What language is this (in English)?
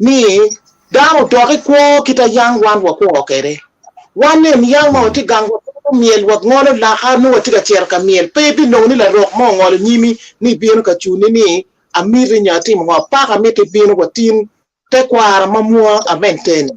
Acoli